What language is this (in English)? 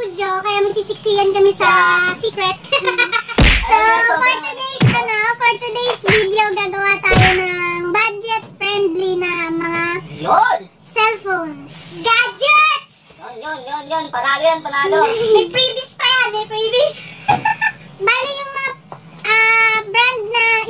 Filipino